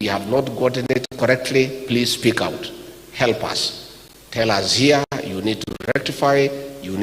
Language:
Gusii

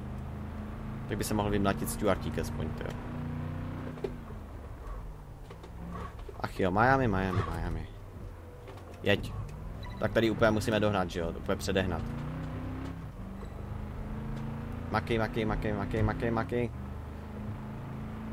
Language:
Czech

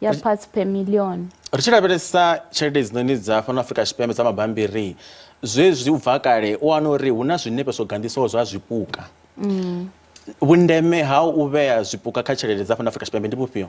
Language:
Venda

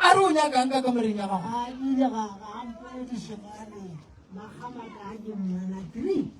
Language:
Northern Sotho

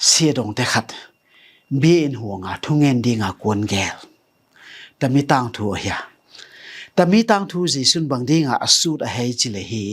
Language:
Tedim Chin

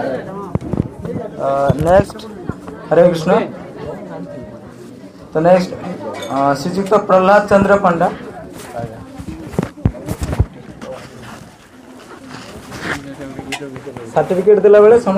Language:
Odia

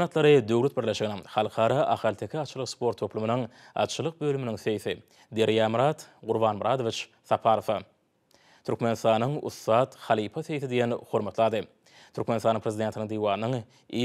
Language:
Turkmen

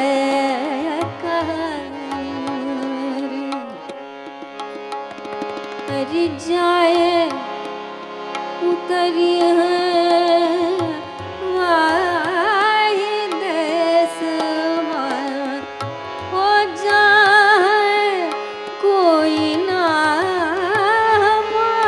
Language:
Bhojpuri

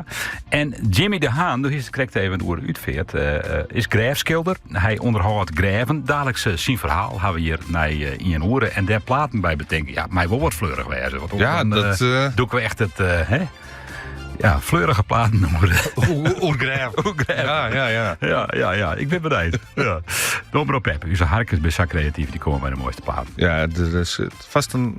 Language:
Western Frisian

